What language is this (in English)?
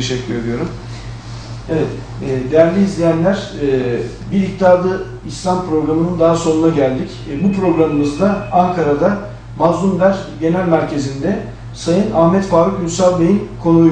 Turkish